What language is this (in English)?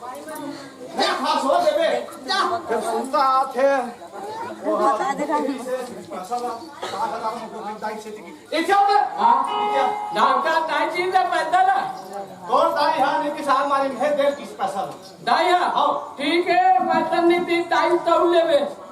Chhattisgarhi